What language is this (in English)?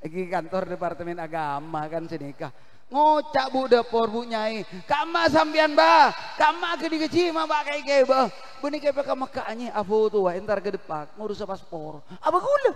Madurese